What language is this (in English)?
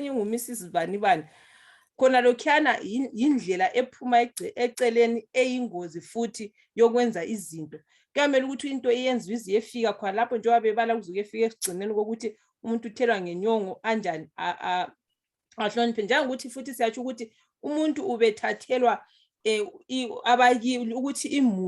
Zulu